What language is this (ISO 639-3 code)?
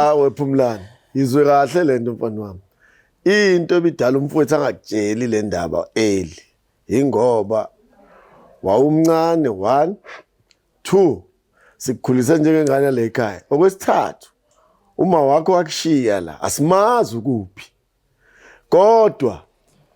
zul